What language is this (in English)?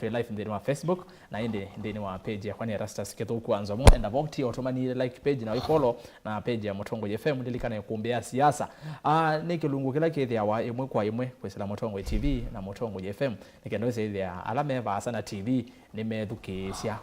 Kamba